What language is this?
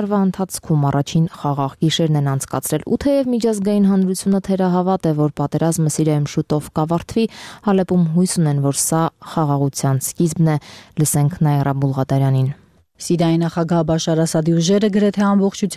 Armenian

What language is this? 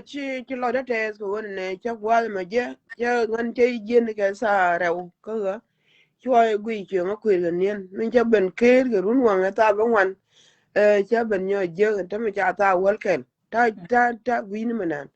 Nuer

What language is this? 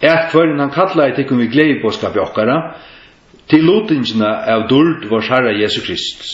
Faroese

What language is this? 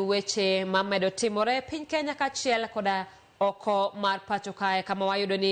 Luo (Kenya and Tanzania)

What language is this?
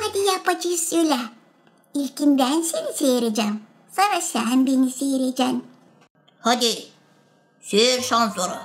Gagauz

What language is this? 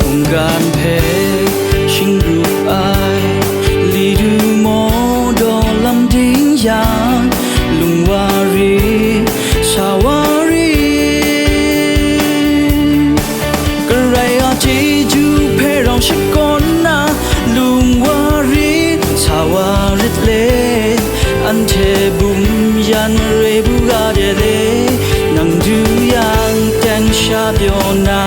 Kachin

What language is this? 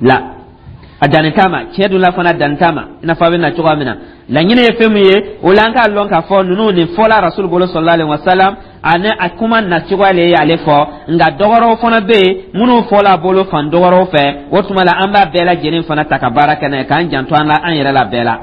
Dyula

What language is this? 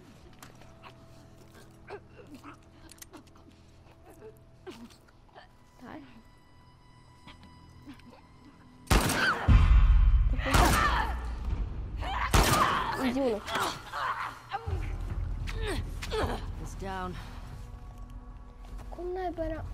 Romanian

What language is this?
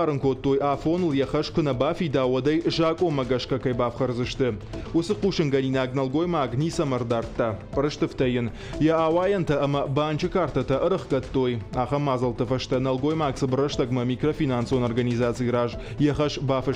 Ossetic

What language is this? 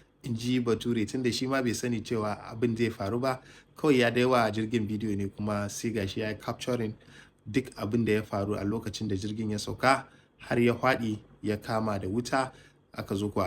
Hausa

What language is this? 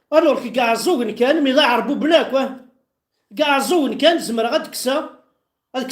Kabyle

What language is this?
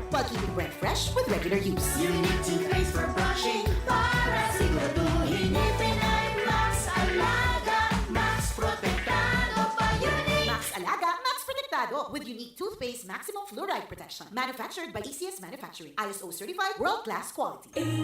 Bikol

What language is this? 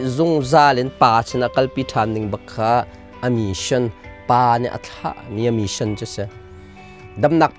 Hakha Chin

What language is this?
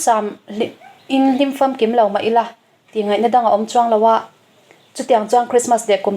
Mizo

